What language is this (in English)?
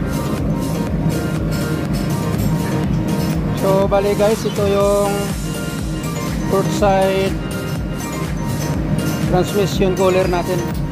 Filipino